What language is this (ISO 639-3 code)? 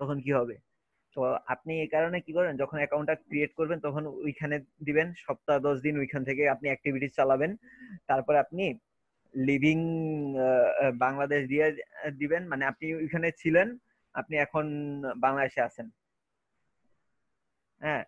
ben